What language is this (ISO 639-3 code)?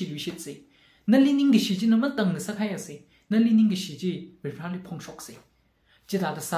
nmf